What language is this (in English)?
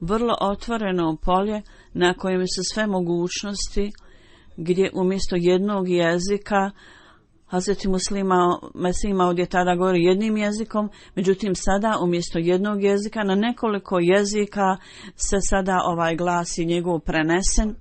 Bosnian